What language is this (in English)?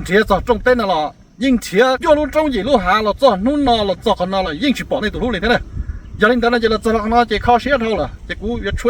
Hmong